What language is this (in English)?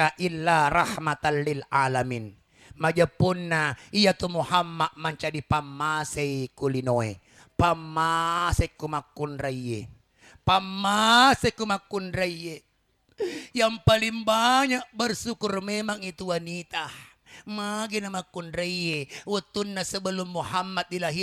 Buginese